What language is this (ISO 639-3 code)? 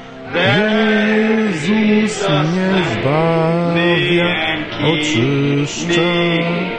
pol